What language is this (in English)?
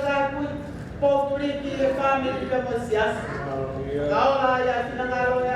Tongan